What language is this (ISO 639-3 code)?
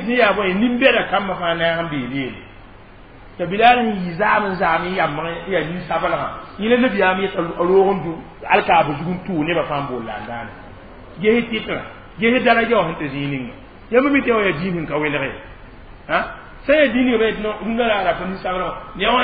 mos